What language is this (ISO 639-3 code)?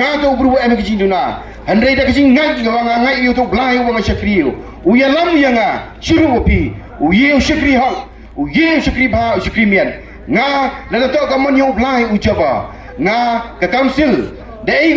pbv